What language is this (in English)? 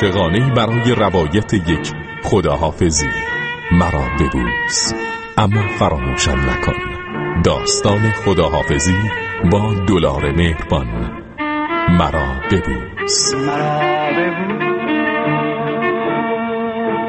Persian